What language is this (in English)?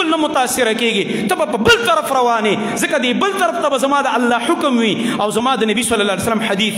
Pashto